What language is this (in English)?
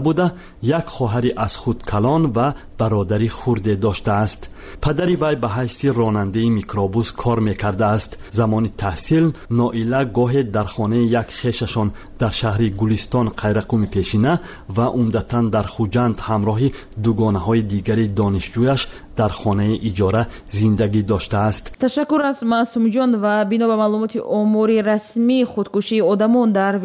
Tajik